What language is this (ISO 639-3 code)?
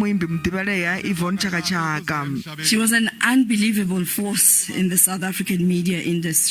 ven